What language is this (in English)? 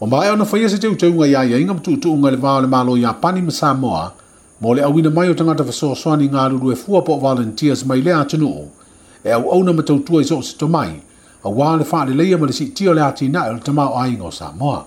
Samoan